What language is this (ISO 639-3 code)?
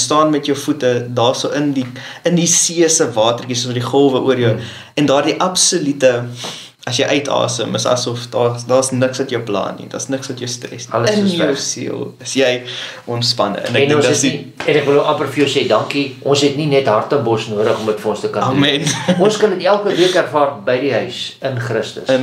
afr